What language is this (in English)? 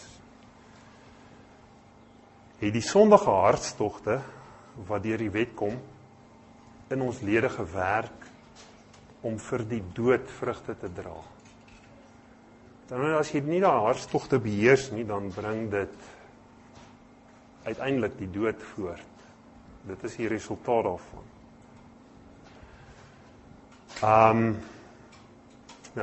Afrikaans